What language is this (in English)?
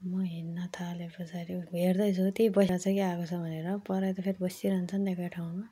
Nepali